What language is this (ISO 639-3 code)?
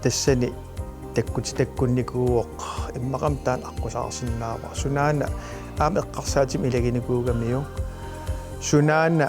kal